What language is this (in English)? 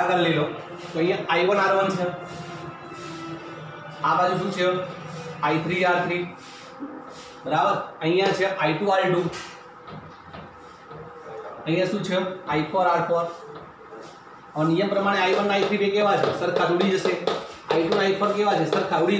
Gujarati